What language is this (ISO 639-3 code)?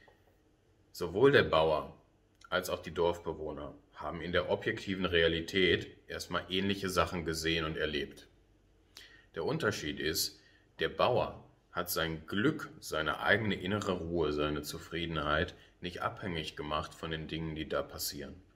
deu